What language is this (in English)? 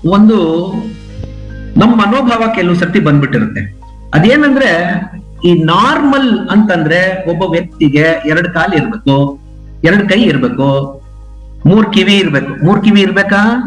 Kannada